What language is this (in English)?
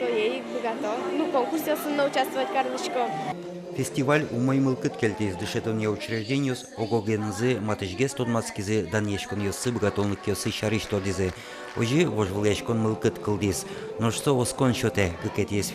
Udmurt